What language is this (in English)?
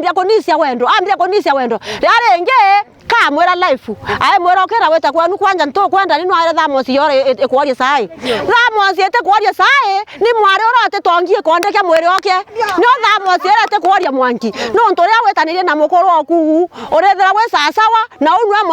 Meru